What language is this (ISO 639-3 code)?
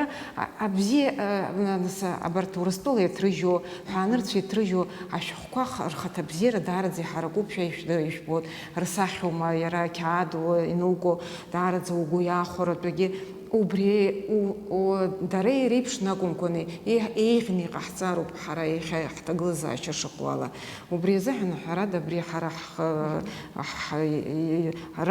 abk